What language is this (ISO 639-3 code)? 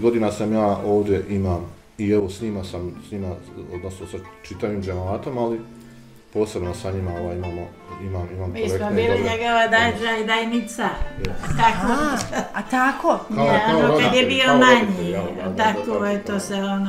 bos